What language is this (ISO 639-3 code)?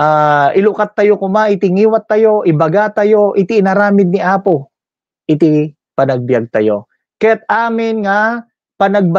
ilo